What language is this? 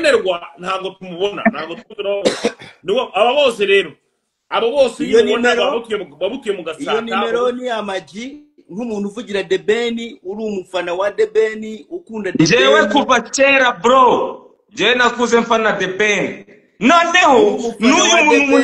Kinyarwanda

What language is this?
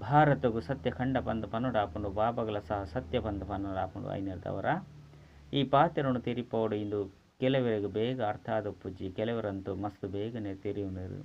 Tulu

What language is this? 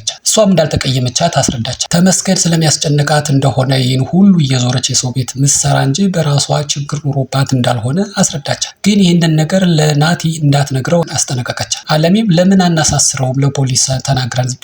Amharic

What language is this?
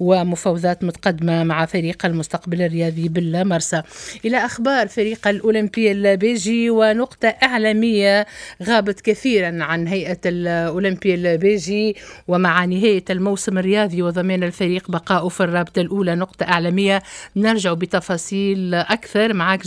Tunisian Arabic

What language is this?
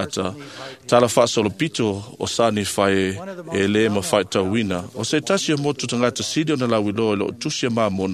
Samoan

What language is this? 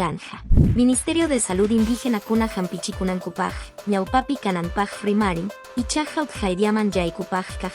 Quechua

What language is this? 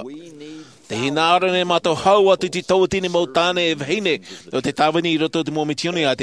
Tahitian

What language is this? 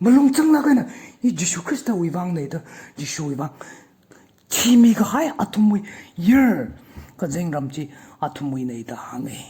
Tangkhul Naga (India)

